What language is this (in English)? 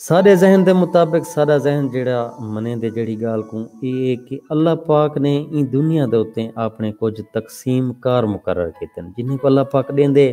Saraiki